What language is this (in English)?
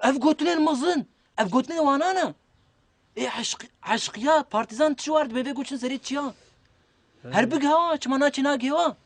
Kurdish